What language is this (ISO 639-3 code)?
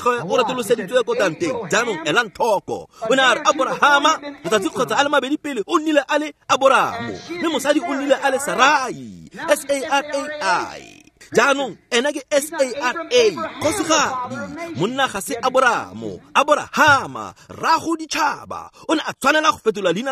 tsn